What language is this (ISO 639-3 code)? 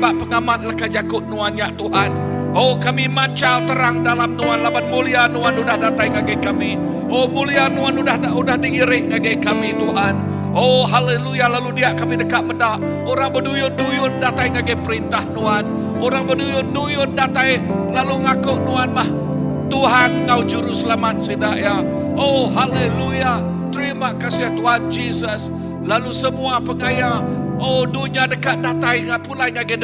iba